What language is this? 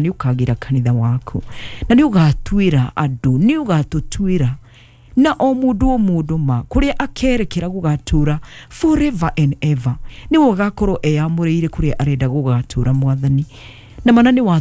Kikuyu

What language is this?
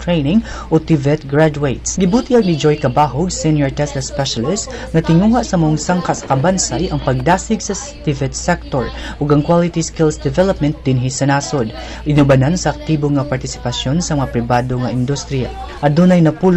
Cebuano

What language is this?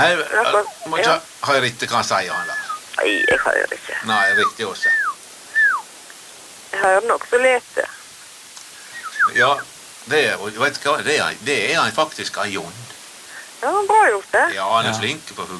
Norwegian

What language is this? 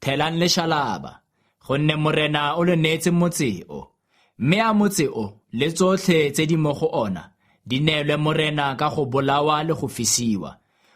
Tswana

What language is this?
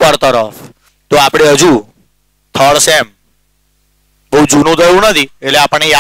Gujarati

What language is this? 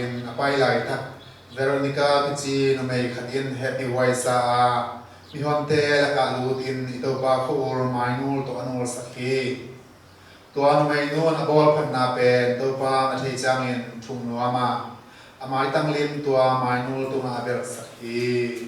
Tedim Chin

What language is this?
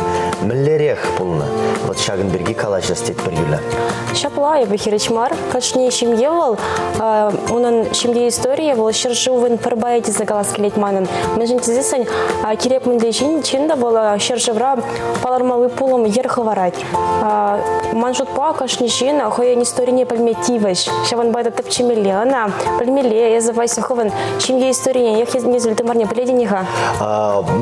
Chuvash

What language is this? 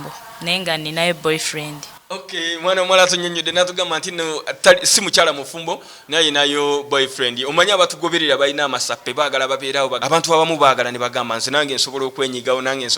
Ganda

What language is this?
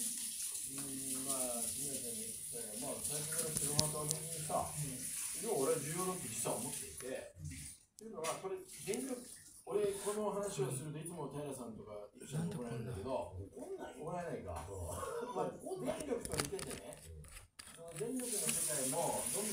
Japanese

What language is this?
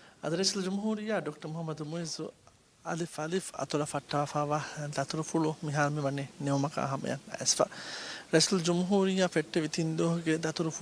Divehi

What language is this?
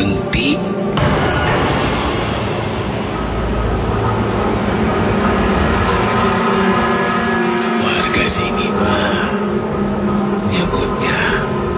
Indonesian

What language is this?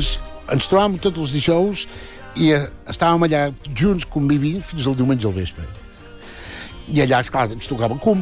Catalan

